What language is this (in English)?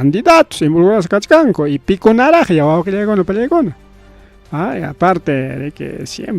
Ayacucho Quechua